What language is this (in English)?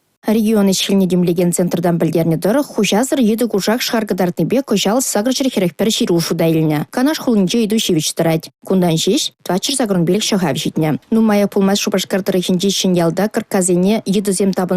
Chuvash